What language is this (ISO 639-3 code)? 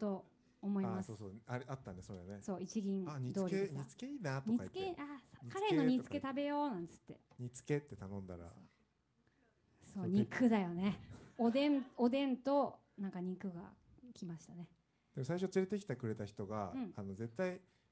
jpn